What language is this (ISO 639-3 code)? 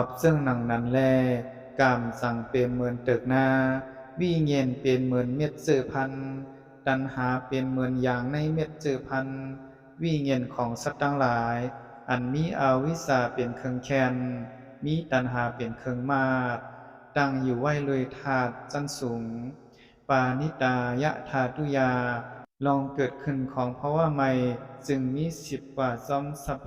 shn